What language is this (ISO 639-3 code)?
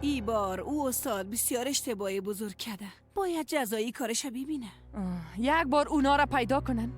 fas